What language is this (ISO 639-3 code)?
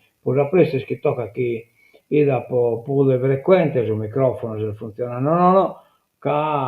srd